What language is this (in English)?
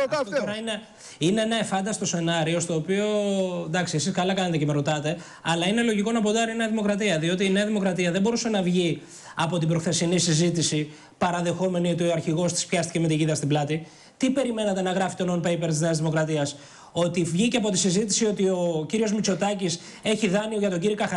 Greek